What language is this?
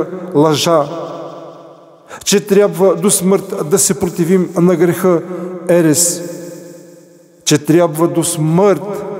Bulgarian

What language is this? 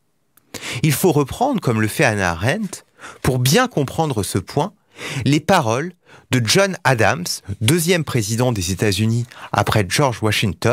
French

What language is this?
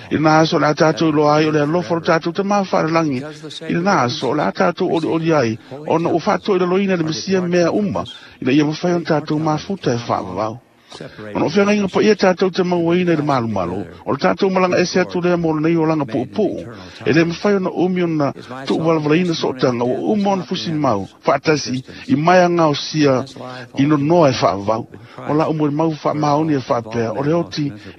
Samoan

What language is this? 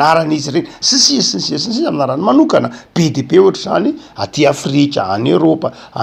Malagasy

